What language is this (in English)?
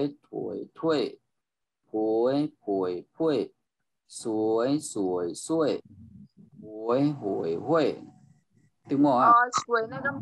Shan